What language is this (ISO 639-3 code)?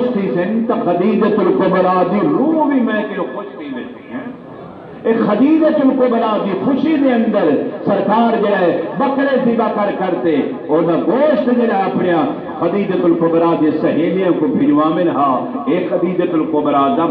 skr